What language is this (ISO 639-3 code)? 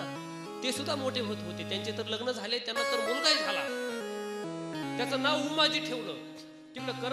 mar